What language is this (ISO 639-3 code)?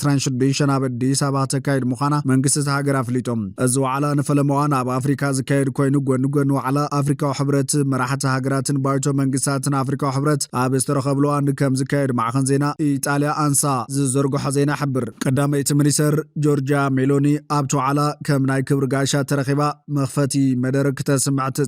tir